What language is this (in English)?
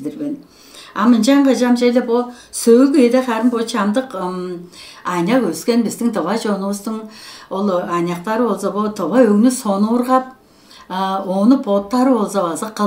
Tuvinian